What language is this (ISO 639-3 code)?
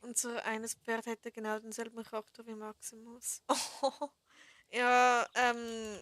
gsw